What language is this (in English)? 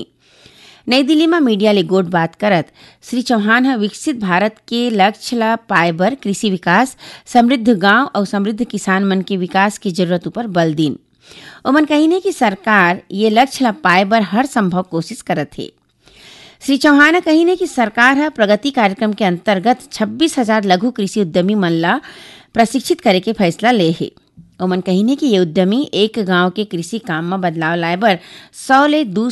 Chhattisgarhi